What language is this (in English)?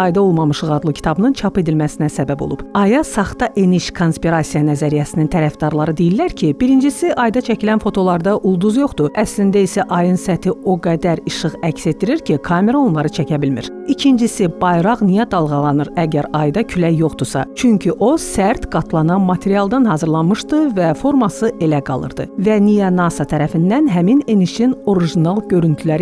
Azerbaijani